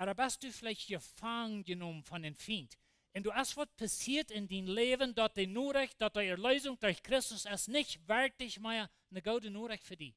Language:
Plautdietsch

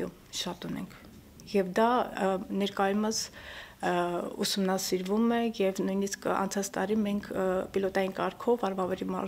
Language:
Armenian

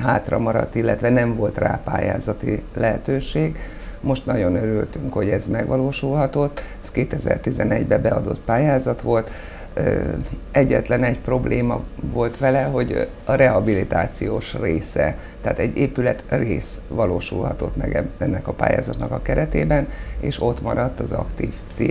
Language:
Hungarian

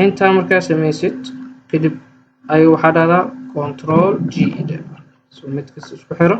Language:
Somali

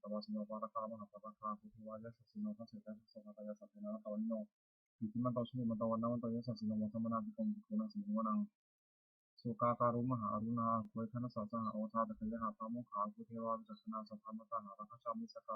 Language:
Pali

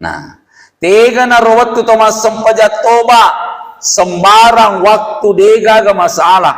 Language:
Buginese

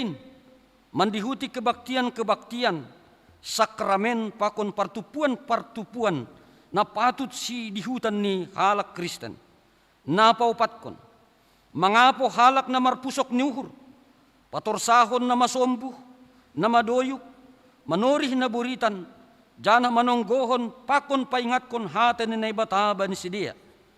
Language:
Batak Simalungun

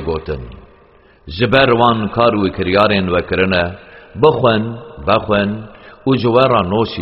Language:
Kurdish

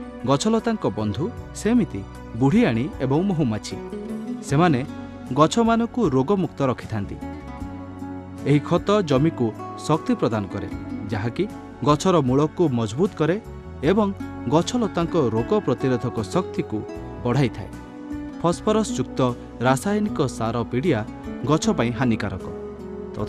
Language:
Odia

